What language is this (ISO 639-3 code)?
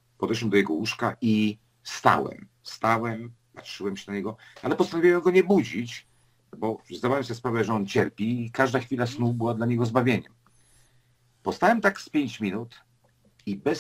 pol